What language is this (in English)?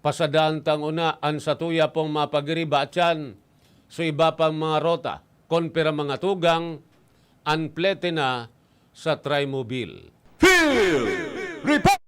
Bikol